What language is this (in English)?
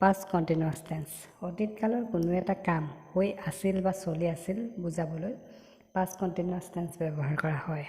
Assamese